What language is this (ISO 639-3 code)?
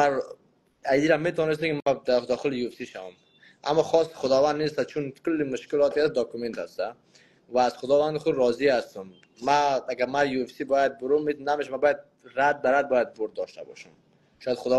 fas